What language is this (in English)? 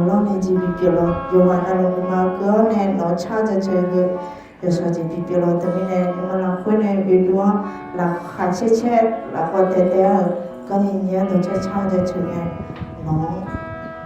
Akha